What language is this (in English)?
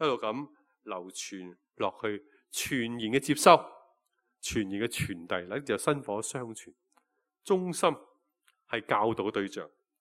Cantonese